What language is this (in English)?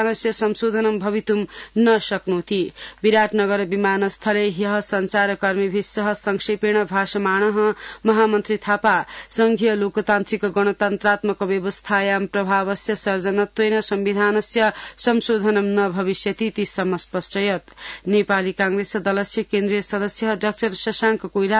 Sanskrit